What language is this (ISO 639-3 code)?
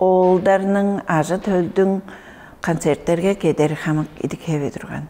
tyv